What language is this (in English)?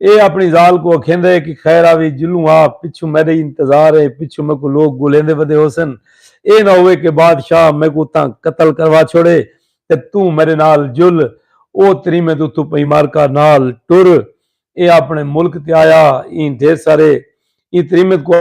Saraiki